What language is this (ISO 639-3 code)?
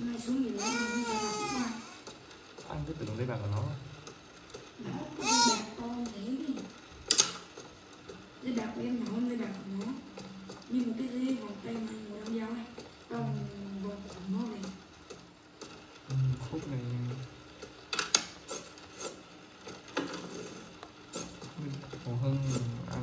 vie